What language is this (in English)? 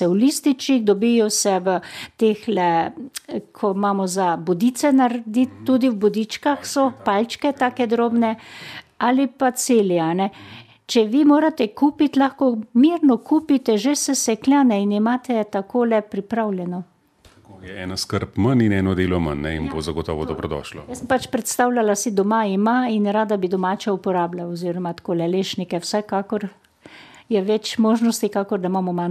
Slovenian